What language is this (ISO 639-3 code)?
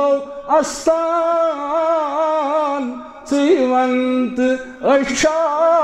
kas